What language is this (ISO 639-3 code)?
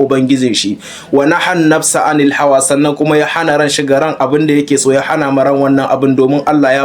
hau